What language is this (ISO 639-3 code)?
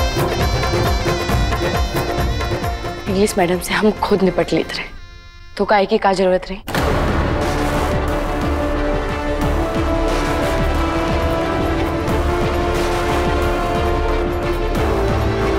hin